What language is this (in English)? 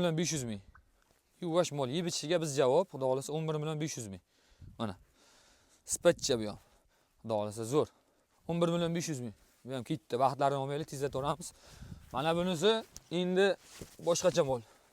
Uzbek